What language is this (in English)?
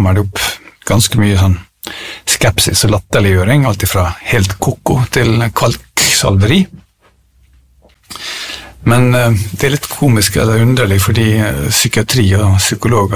Norwegian